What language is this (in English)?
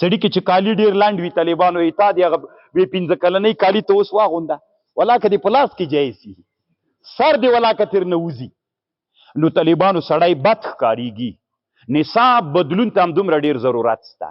Pashto